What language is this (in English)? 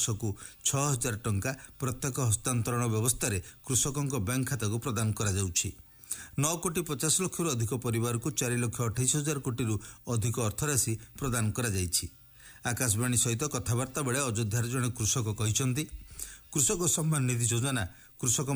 Odia